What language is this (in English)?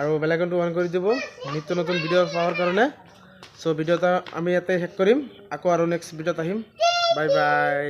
Assamese